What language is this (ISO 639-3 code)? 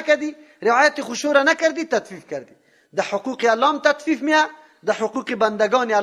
fas